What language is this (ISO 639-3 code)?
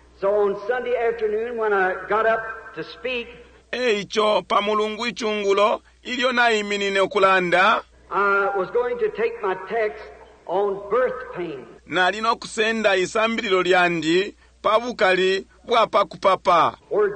bem